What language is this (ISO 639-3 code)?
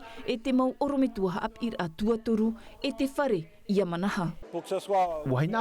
tah